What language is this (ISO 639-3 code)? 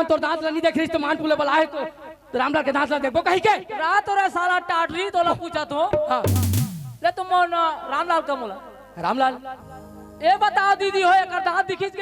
hne